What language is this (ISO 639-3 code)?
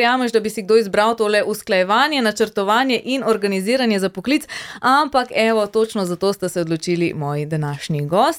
slv